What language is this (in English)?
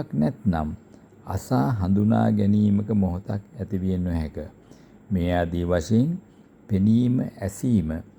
Sinhala